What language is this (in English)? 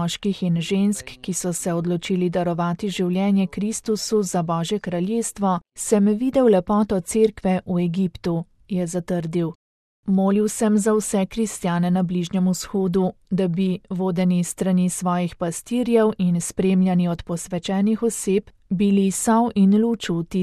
Slovenian